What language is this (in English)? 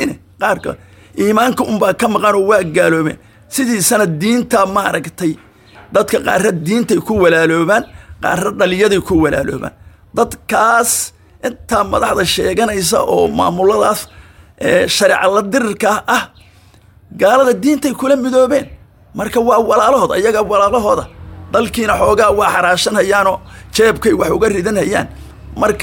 Somali